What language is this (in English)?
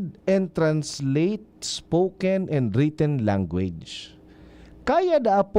Bikol